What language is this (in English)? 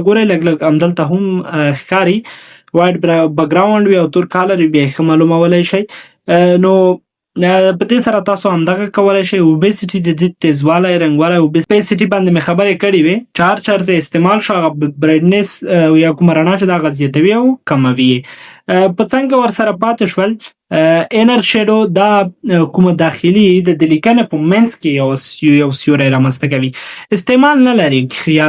Pashto